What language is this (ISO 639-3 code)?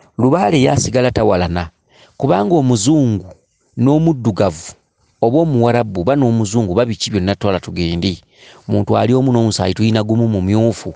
lug